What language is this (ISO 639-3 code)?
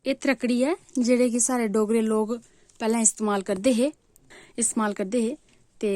doi